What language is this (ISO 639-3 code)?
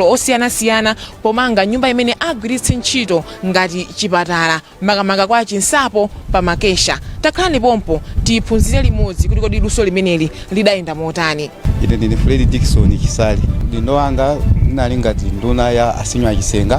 nya